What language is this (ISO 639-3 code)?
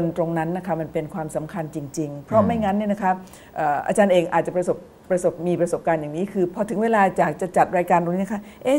tha